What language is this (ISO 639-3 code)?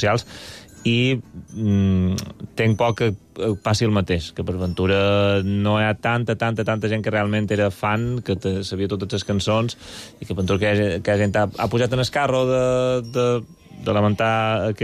cat